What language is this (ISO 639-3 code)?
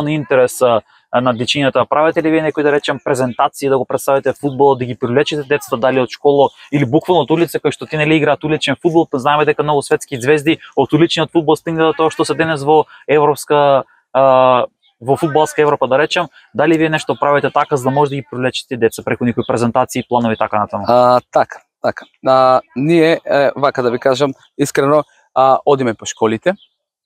mkd